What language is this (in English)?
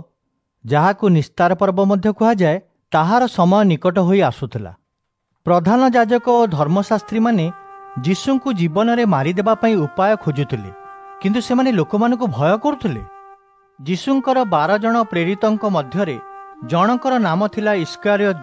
Odia